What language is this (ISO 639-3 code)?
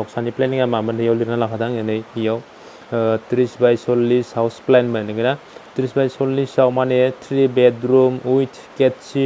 brx